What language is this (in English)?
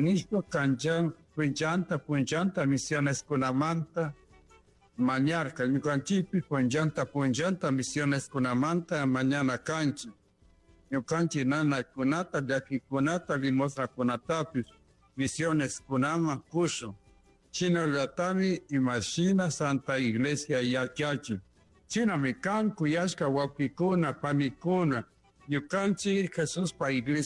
Chimborazo Highland Quichua